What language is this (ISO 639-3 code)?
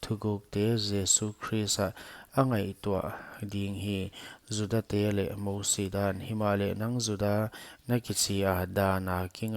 pck